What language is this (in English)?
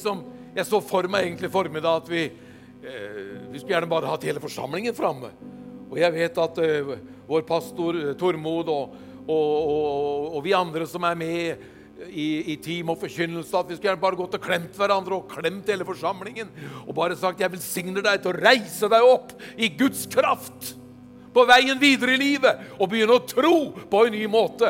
Norwegian